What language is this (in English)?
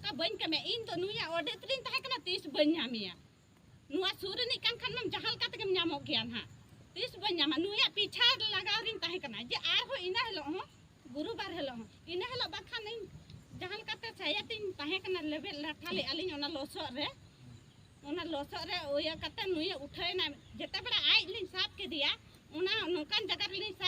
Santali